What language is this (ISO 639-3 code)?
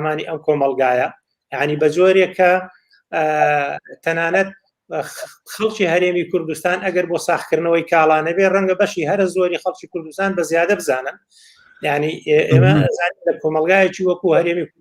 ckb